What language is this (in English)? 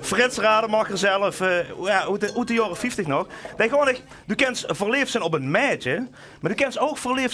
Limburgish